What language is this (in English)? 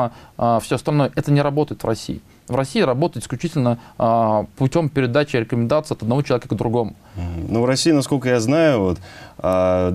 Russian